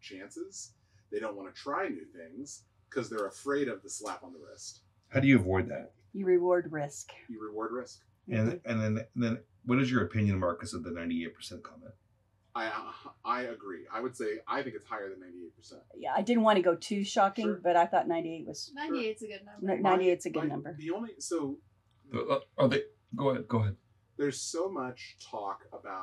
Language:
English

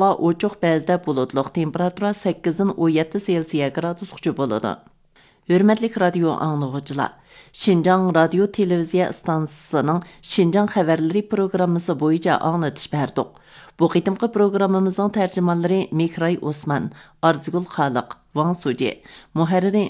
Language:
Uyghur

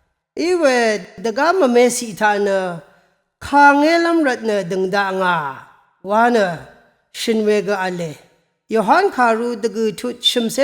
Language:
Rawang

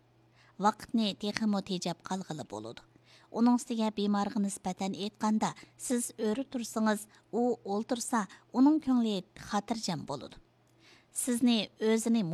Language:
Uyghur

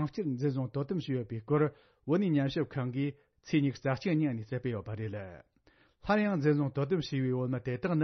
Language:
Tibetan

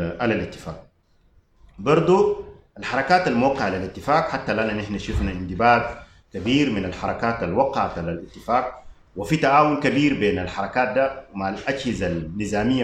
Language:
Sudanese Arabic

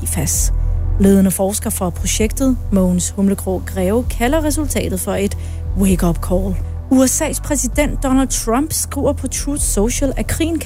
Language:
Danish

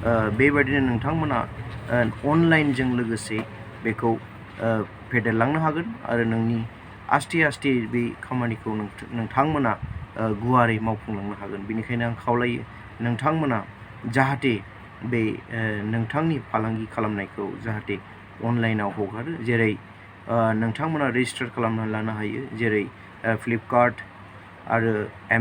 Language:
Bodo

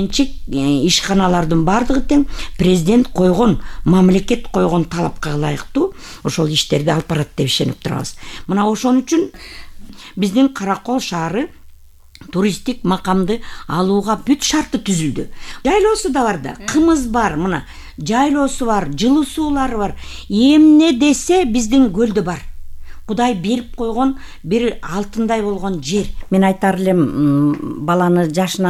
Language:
Kyrgyz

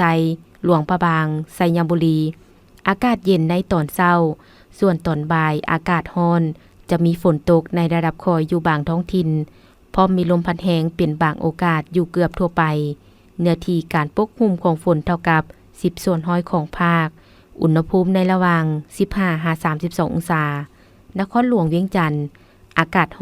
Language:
Lao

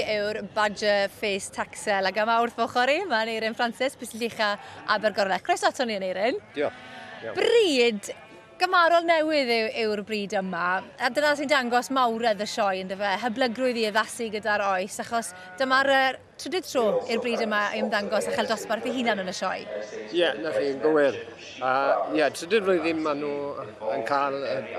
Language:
Welsh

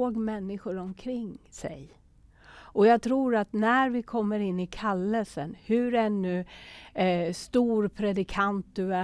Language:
Swedish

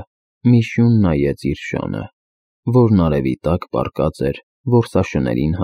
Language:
Armenian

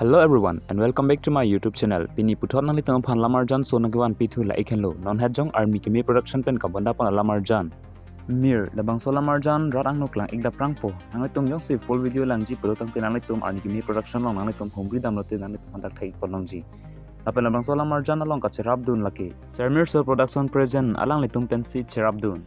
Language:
Karbi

